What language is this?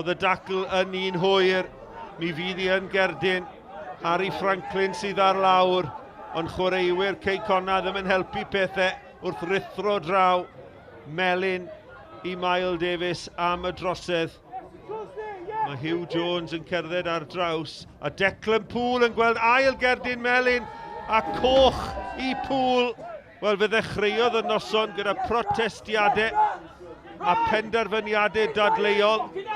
Welsh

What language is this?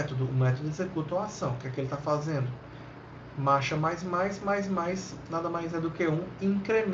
Portuguese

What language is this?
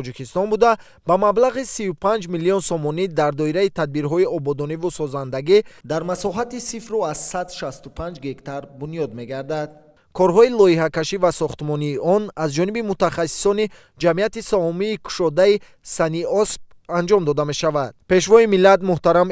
Tajik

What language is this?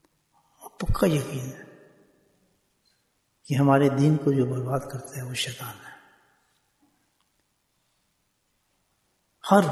Urdu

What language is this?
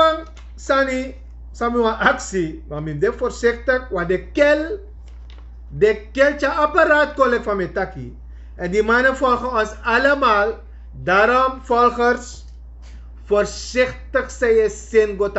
Sranan Tongo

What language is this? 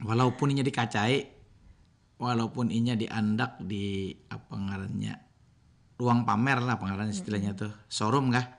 Banjar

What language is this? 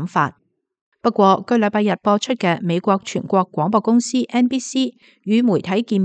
Cantonese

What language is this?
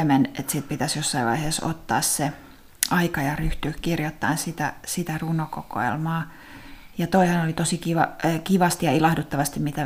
Finnish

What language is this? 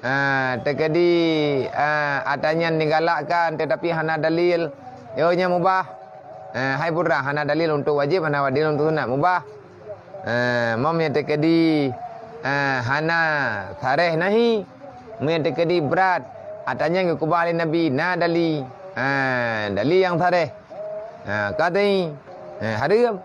Achinese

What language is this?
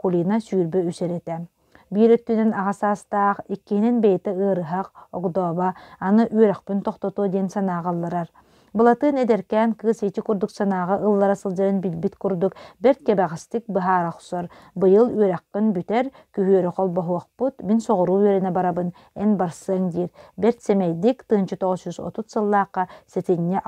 Yakut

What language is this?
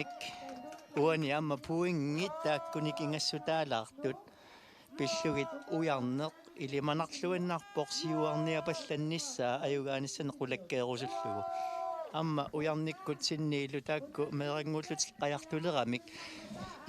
Kalaallisut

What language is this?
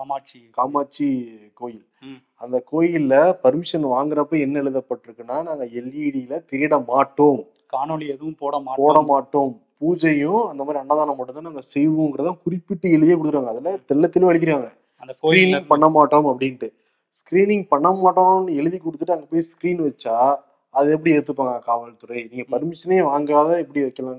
Tamil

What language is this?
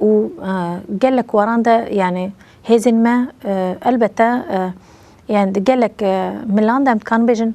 Kurdish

